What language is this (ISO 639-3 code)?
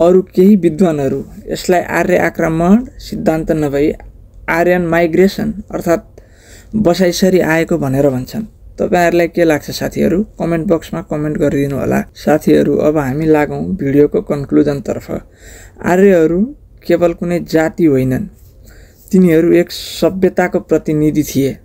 nep